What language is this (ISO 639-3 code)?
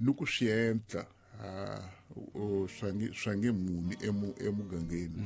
tso